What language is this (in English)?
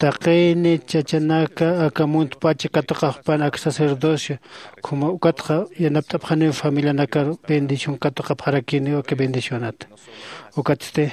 Aymara